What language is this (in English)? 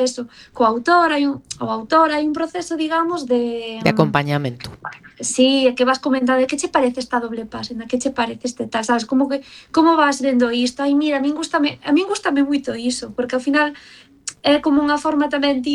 Galician